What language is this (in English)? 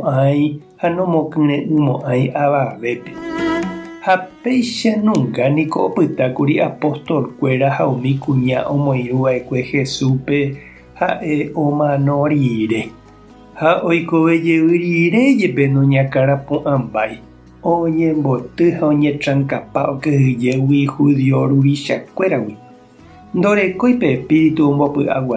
Guarani